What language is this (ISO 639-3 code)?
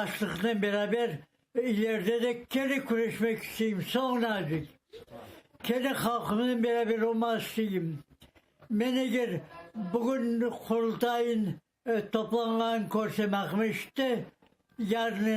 crh